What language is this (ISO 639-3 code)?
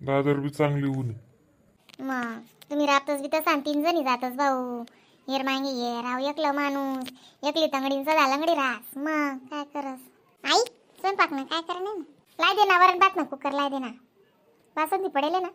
khn